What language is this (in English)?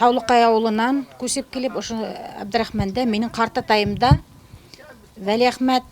Bashkir